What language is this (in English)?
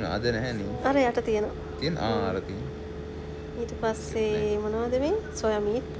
Sinhala